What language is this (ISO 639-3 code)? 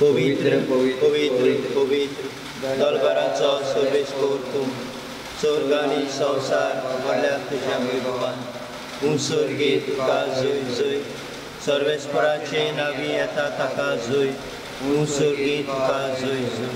kok